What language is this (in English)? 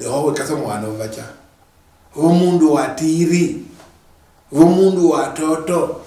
Luyia